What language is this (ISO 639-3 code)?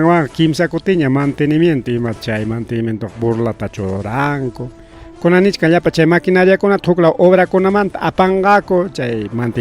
quy